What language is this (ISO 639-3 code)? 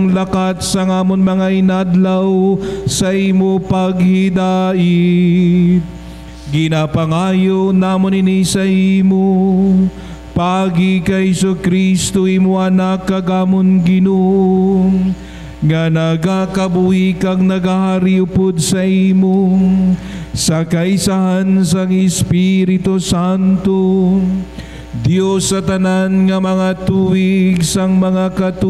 hil